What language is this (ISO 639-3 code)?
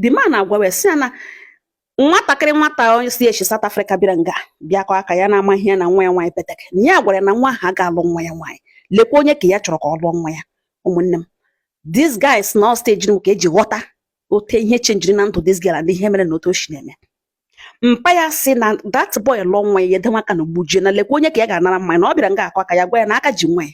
ibo